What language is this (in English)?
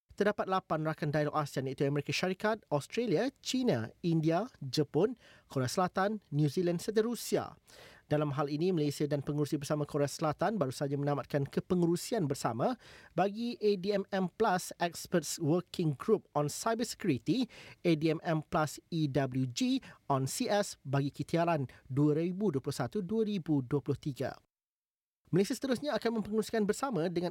Malay